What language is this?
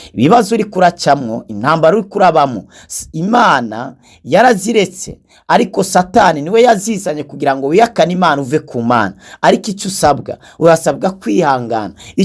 Rundi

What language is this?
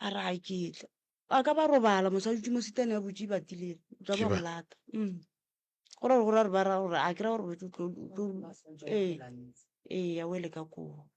Northern Sotho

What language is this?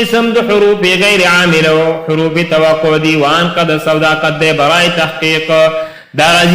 Pashto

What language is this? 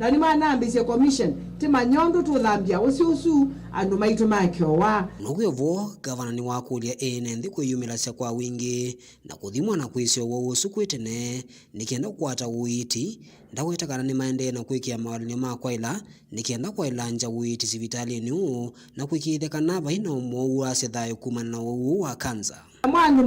Kamba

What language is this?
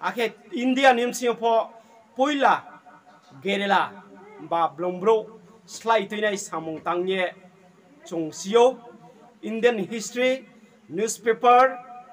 Riang (India)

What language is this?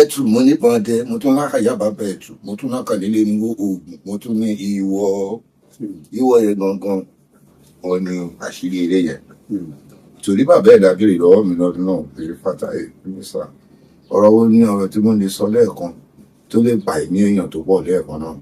Yoruba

